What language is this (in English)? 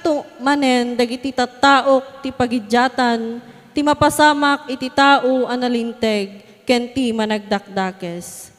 Iloko